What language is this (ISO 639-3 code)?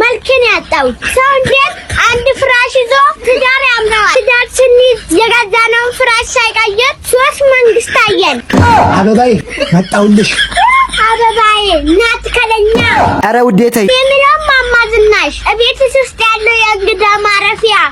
amh